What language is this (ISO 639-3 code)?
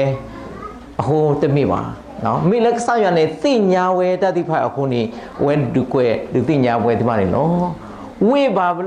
ksw